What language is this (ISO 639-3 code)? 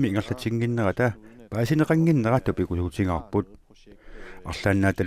kal